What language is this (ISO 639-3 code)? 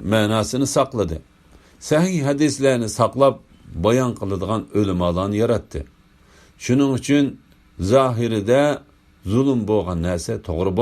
uig